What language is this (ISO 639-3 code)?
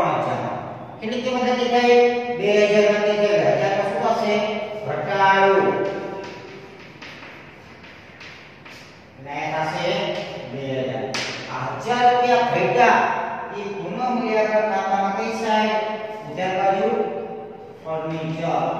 guj